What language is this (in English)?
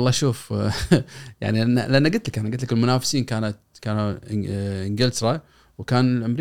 Gulf Arabic